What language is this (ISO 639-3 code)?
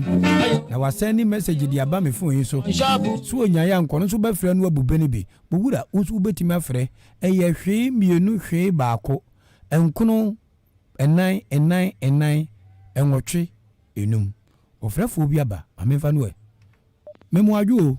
aka